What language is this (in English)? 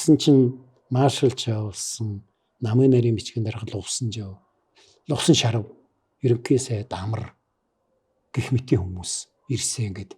Mongolian